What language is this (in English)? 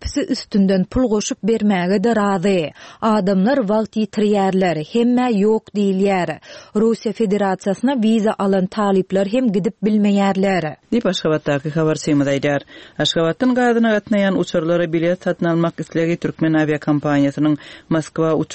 Turkmen